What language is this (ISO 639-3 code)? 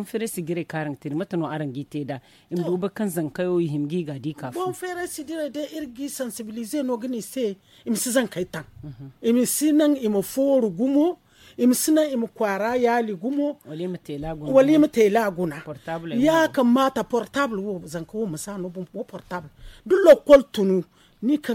dje